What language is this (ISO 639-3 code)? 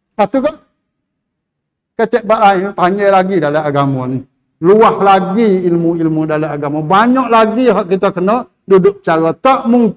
msa